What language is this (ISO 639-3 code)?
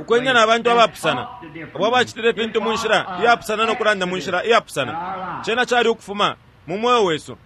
bem